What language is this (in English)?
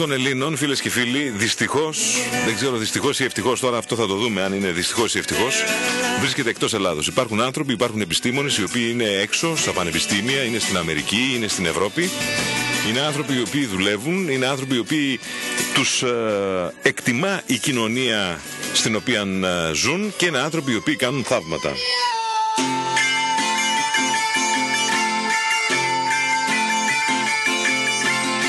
Greek